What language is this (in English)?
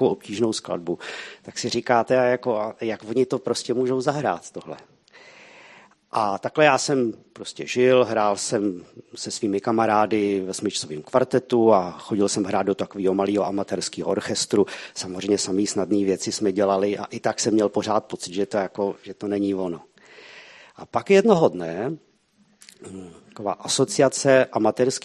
Czech